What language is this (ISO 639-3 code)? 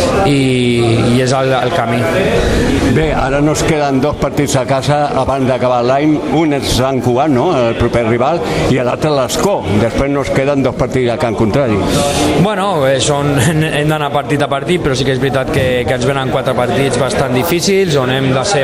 cat